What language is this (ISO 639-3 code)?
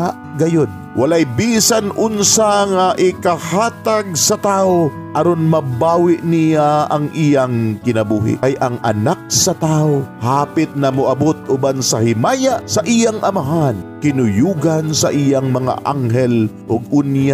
ceb